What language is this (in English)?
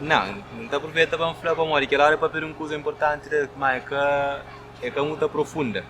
Kabuverdianu